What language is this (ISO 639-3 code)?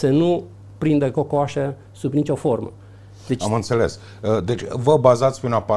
ron